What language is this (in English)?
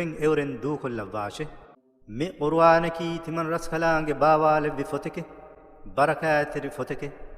Divehi